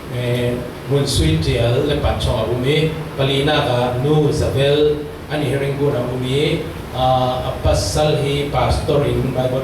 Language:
Falam Chin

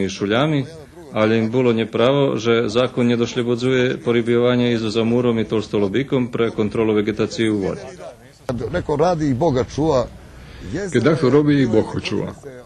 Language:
Rusyn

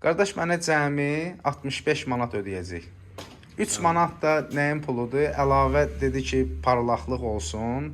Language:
Azerbaijani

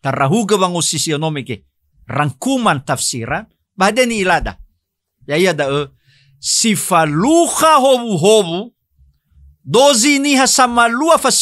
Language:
Nias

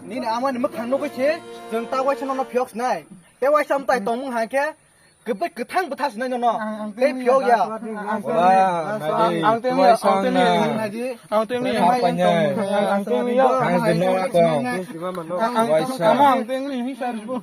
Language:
Kok Borok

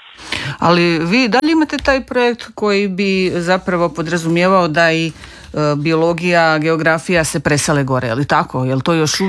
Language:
Croatian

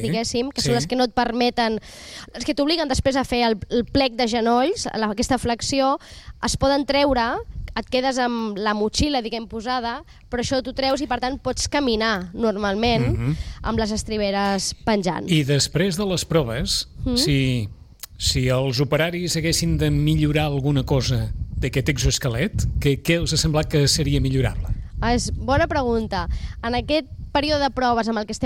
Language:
Catalan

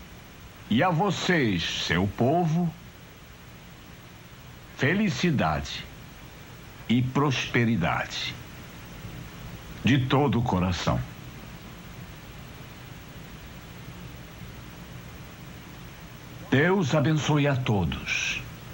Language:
Portuguese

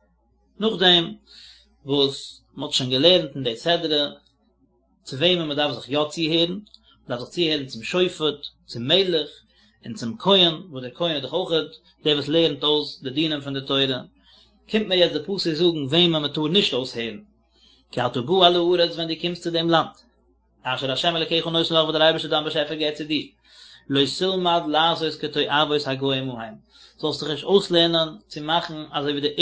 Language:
Yiddish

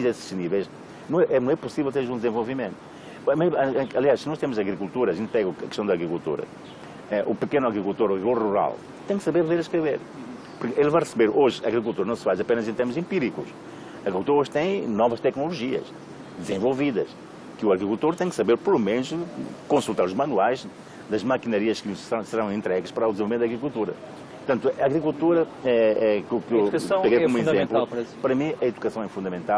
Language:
Portuguese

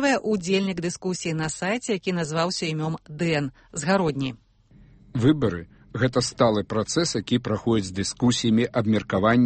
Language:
Belarusian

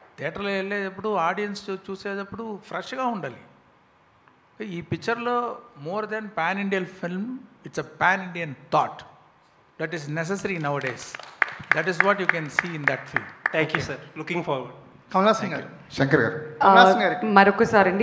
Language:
Telugu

